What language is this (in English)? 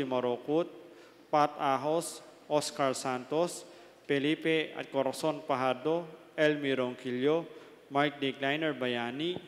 Pampanga